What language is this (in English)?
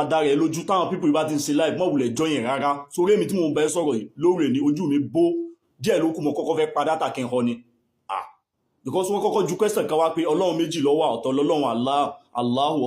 Yoruba